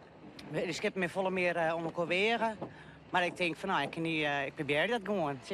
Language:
Western Frisian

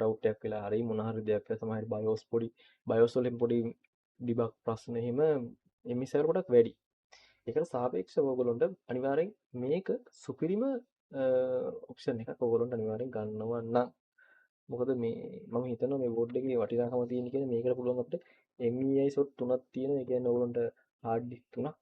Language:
Sinhala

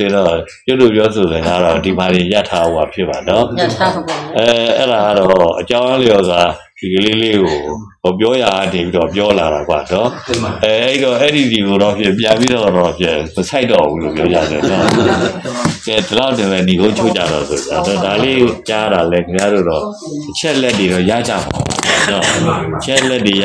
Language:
Burmese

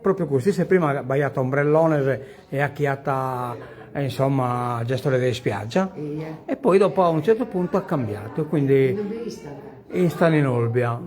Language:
Sardinian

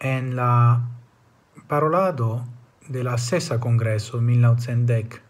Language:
Esperanto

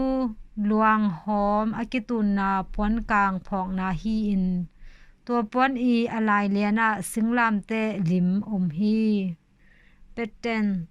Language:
Tedim Chin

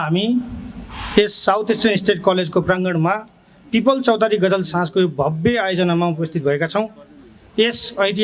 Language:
Nepali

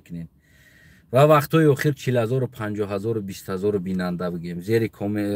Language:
Tajik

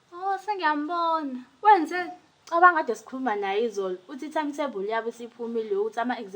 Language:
Zulu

